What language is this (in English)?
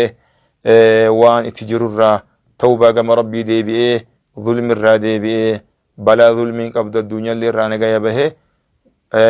Oromo